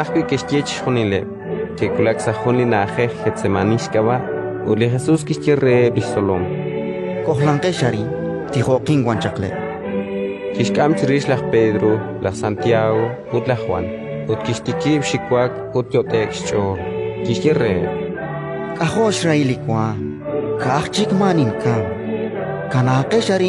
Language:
Kekchí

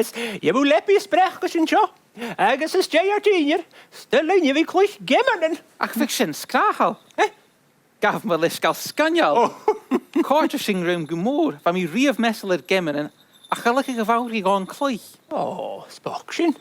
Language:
Scottish Gaelic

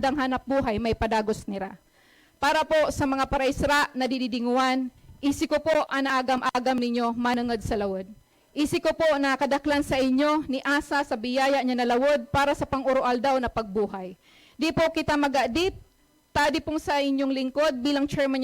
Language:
Buhi'non Bikol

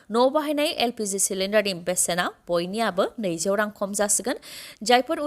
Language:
Bodo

